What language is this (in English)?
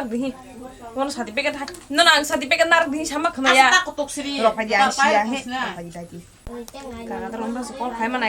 Kok Borok